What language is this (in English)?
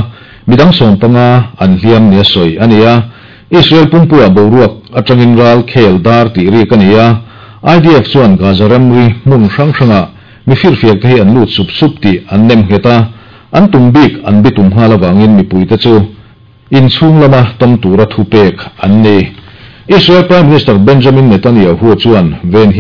Mizo